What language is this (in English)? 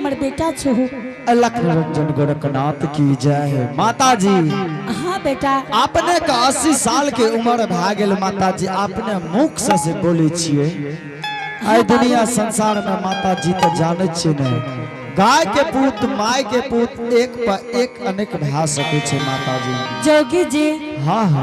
Angika